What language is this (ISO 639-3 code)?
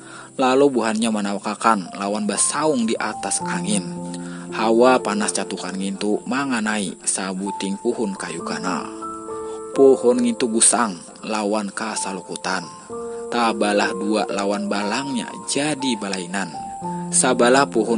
bjn